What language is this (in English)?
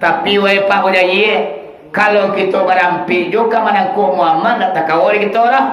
Minangkabau